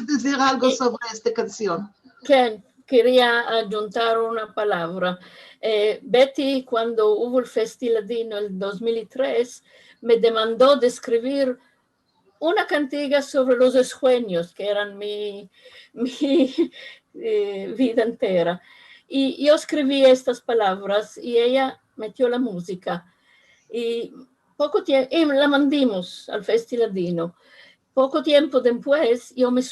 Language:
Ladino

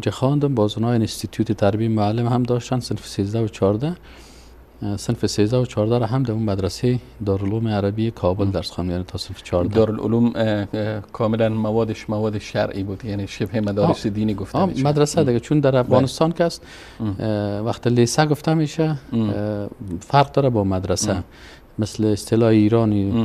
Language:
Persian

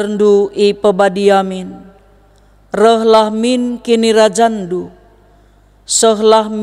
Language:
Batak Karo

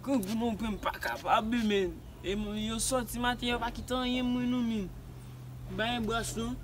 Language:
Haitian Creole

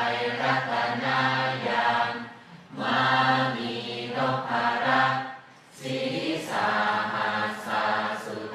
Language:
Pali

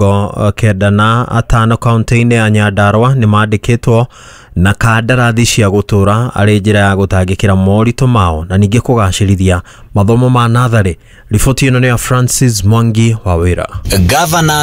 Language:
Kikuyu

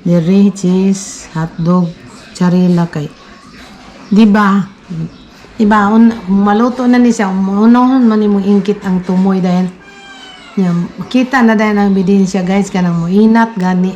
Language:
Cebuano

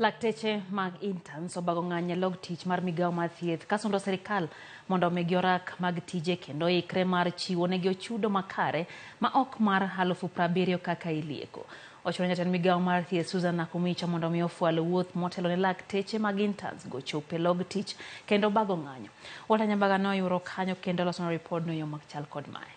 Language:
Luo (Kenya and Tanzania)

